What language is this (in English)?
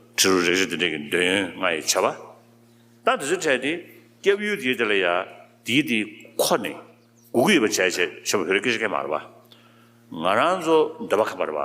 Tibetan